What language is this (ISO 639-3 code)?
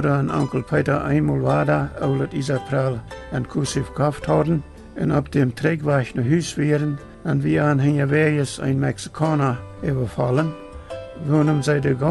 pdt